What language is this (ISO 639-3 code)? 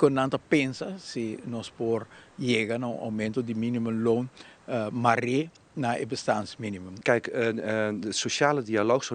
pap